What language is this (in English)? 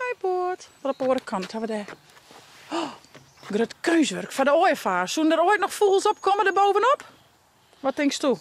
Western Frisian